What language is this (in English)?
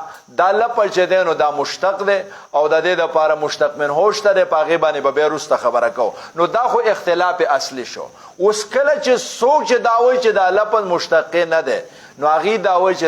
Pashto